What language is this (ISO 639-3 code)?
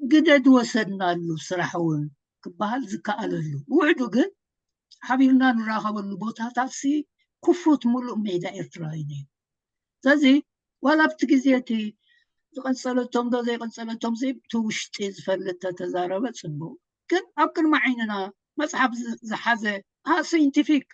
tir